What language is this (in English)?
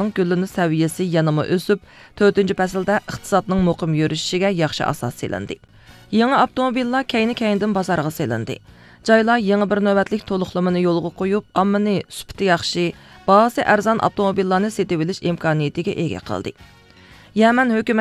Uyghur